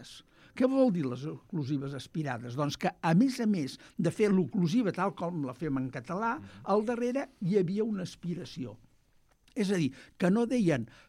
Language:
Catalan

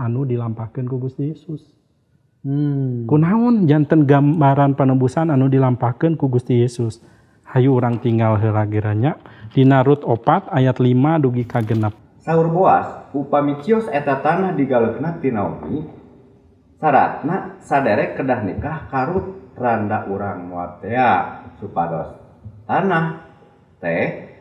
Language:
Sundanese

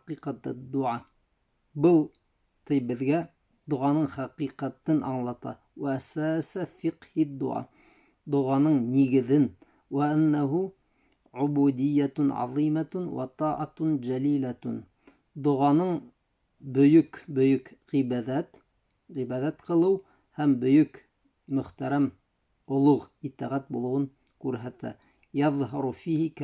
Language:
Bashkir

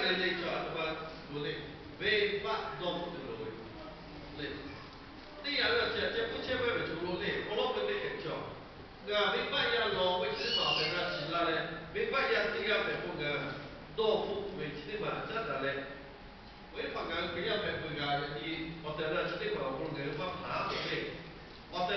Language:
Lahu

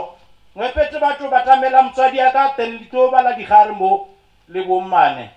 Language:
Northern Sotho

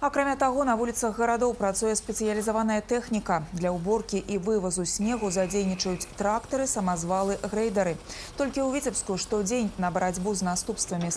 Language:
Belarusian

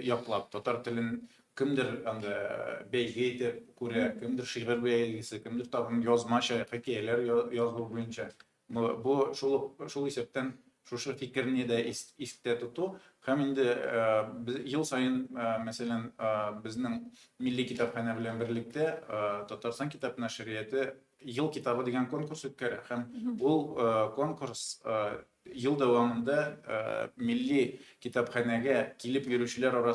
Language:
Tatar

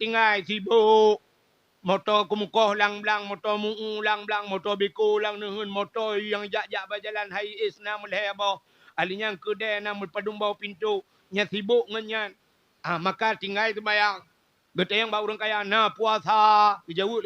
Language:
Achinese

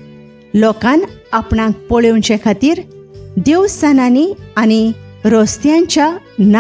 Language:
Konkani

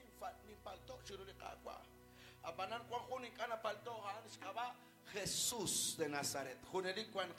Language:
Kekchí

